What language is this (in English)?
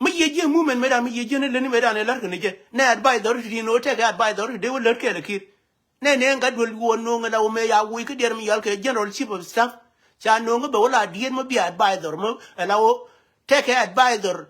Nuer